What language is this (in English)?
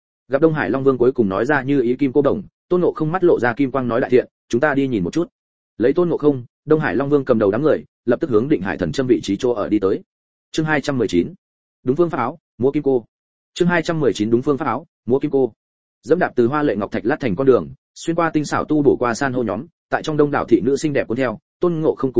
Vietnamese